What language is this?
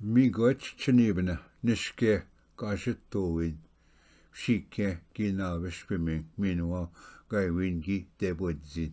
Ojibwa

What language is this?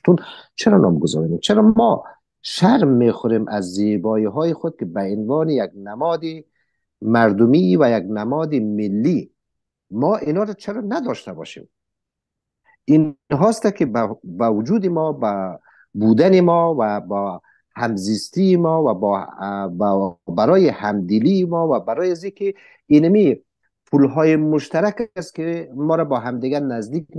Persian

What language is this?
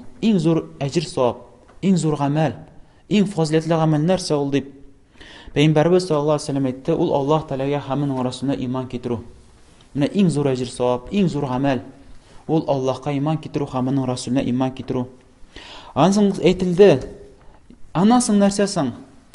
Tatar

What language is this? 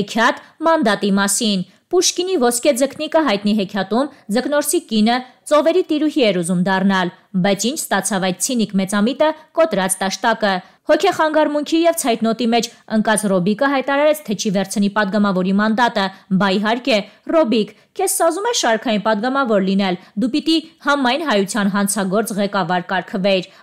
Armenian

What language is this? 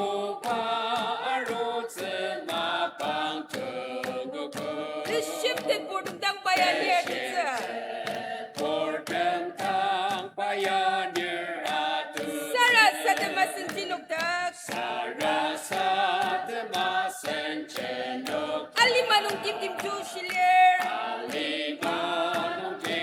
Ao Naga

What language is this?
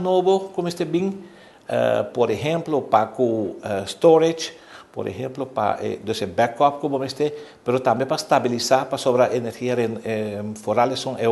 Papiamento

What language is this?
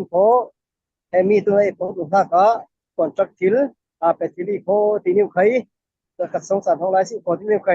Falam Chin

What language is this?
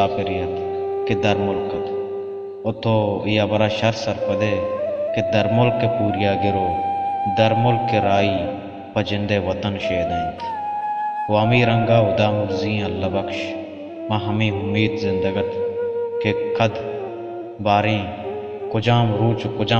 Baluchi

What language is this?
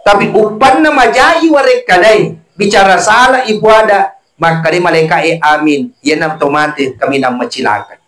Buginese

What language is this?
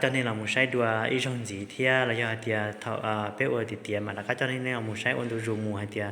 Hmong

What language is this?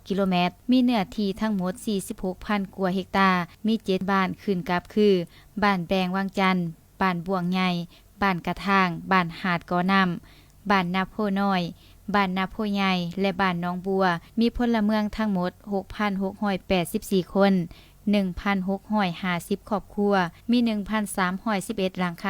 Lao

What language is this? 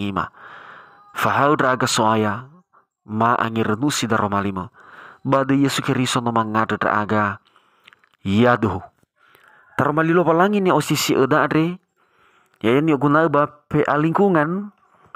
Nias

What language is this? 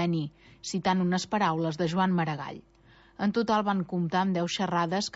Catalan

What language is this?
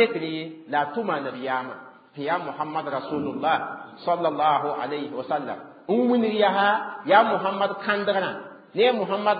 Mossi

